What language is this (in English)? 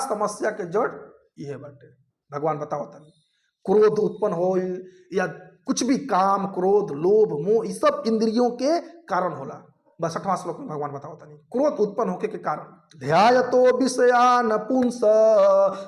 Bhojpuri